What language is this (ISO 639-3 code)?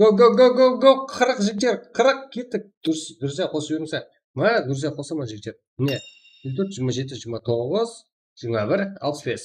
kaa